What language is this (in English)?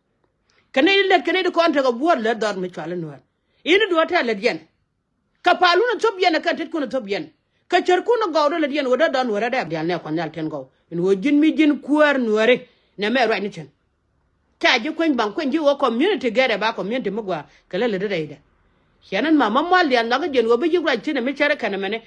Nuer